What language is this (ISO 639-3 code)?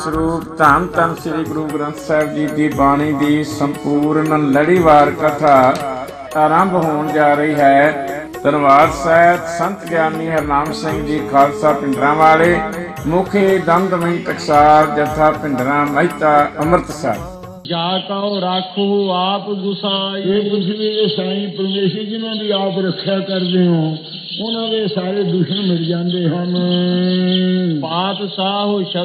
pan